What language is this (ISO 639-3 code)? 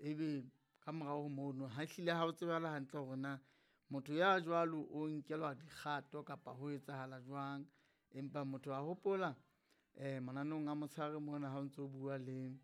sot